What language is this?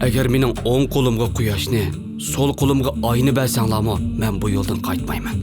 Uyghur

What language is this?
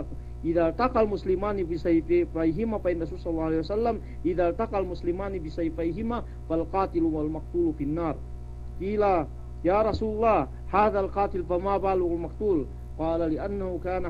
Yakan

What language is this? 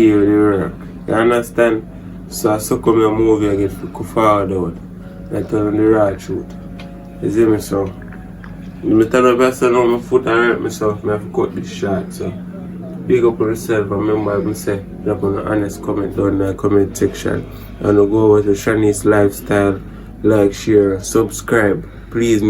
Jamaican Creole English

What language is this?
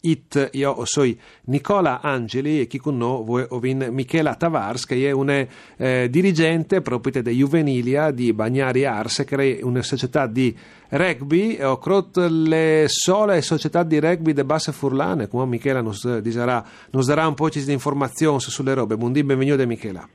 Friulian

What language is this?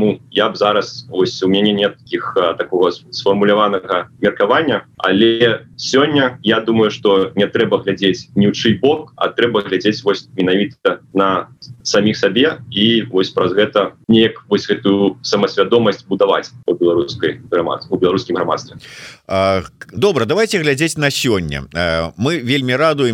Belarusian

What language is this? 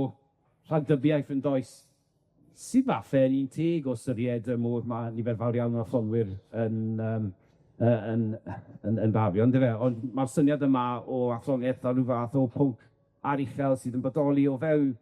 Welsh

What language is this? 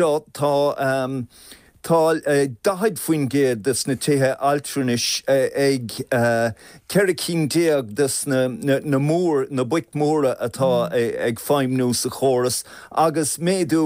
Irish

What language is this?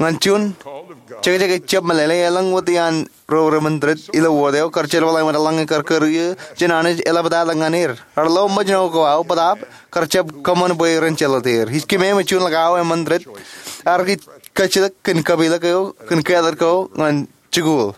Marshallese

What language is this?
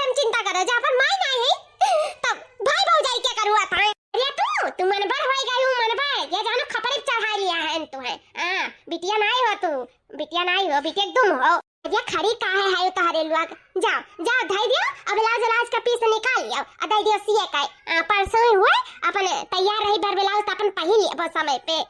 Awadhi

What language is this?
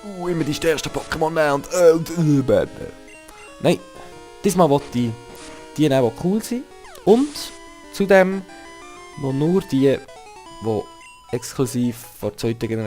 Swiss German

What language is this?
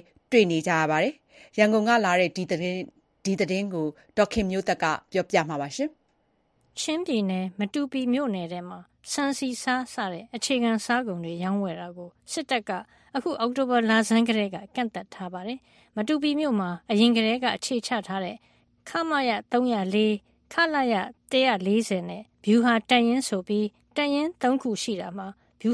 Burmese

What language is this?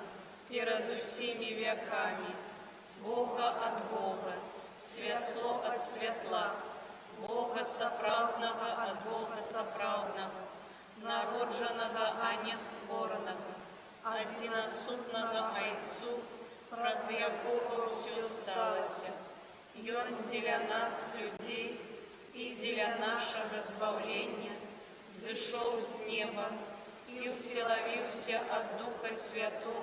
Belarusian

